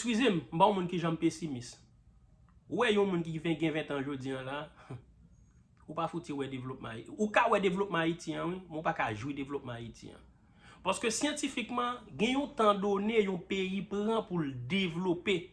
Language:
Haitian Creole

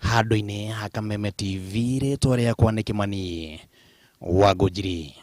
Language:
Kikuyu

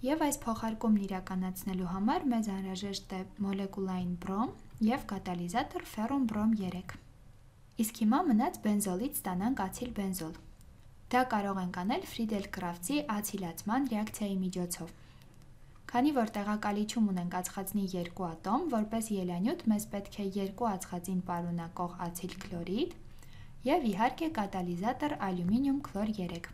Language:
Armenian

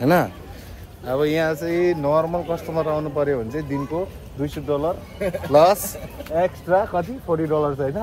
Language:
Nepali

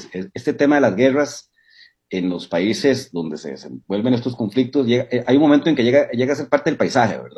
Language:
Spanish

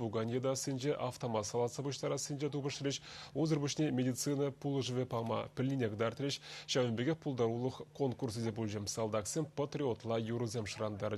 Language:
Chuvash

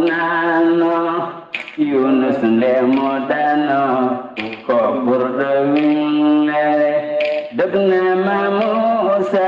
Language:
Fula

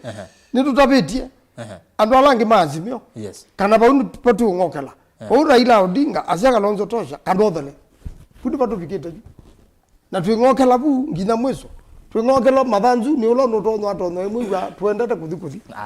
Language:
Kamba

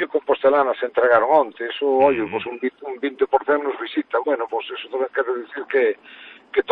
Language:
Galician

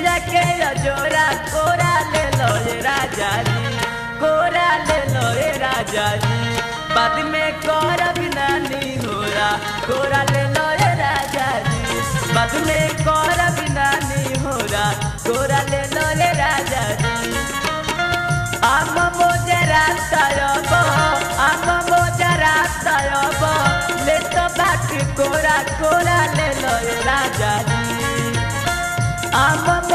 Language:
Bhojpuri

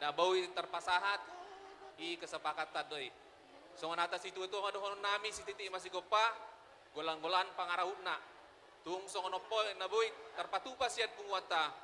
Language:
Batak Toba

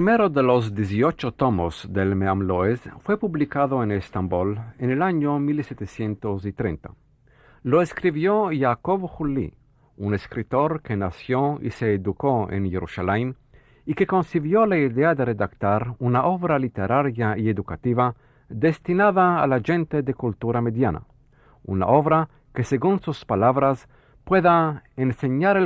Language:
Ladino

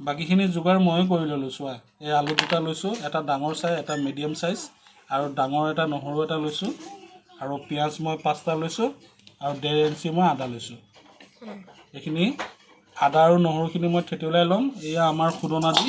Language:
Assamese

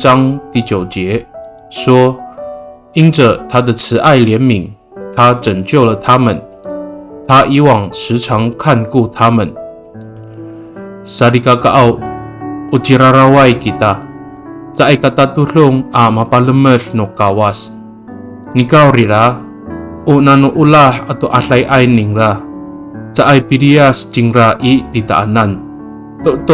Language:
Amis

